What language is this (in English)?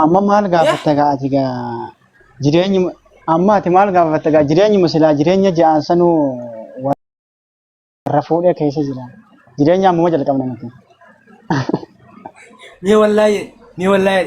Oromo